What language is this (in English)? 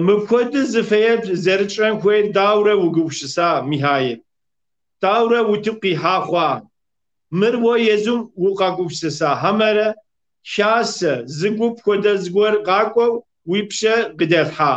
Kabardian